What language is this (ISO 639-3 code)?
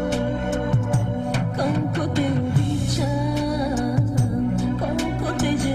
bul